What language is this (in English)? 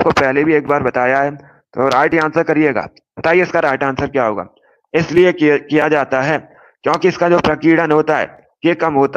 Hindi